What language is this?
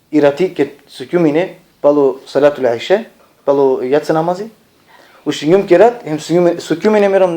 Balkan Romani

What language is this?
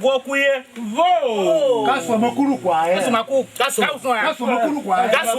Tiv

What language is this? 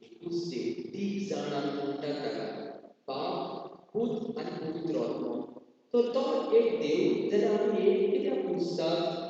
Konkani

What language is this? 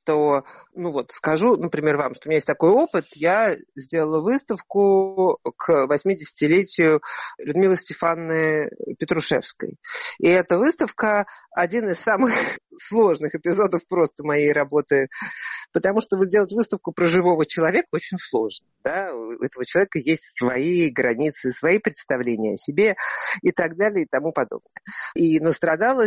Russian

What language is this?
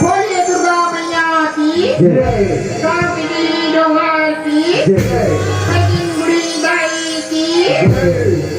Chhattisgarhi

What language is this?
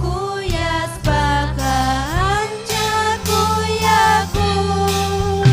Ayacucho Quechua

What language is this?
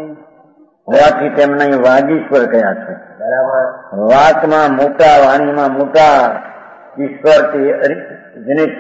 Gujarati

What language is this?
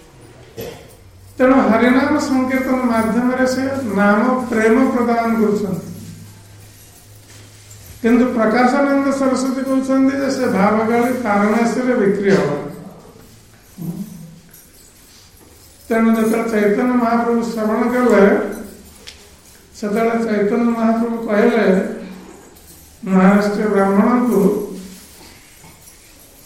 Odia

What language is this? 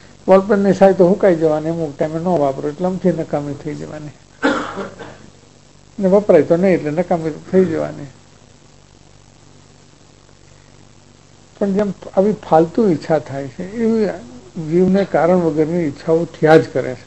Gujarati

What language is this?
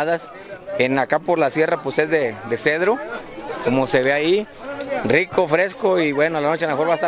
Spanish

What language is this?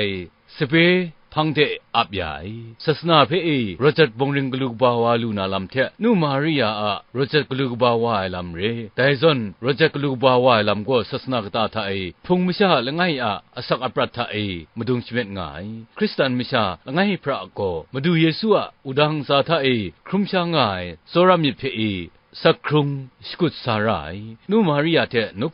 Kachin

